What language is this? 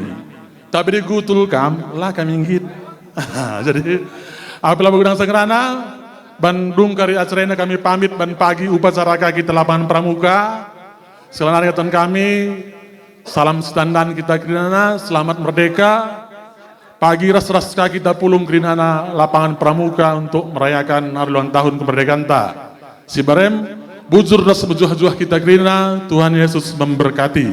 Batak Karo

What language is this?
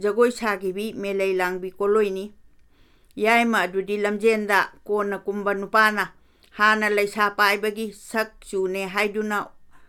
Manipuri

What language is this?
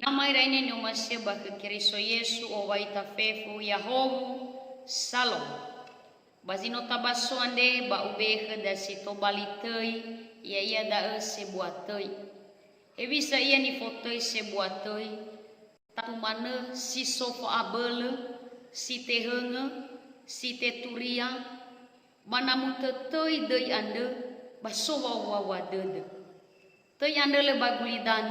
Nias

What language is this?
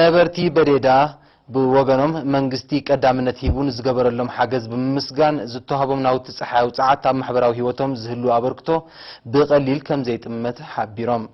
Tigrinya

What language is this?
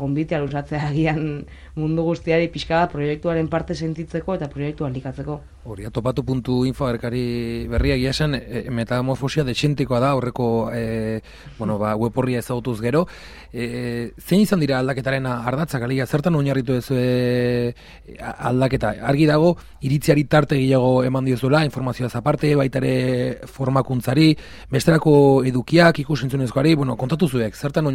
Basque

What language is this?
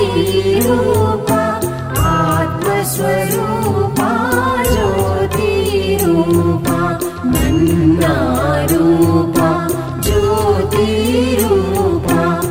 Kannada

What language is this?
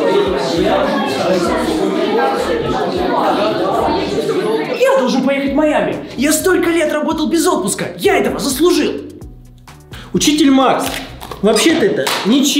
Russian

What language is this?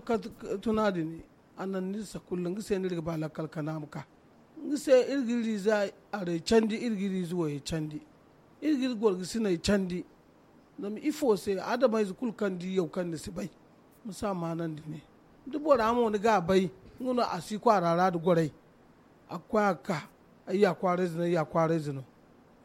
Zarma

